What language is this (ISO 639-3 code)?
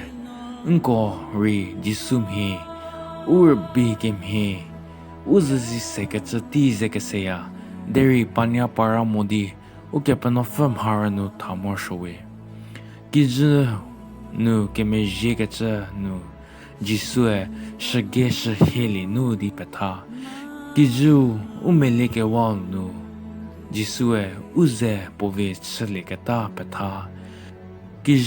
njm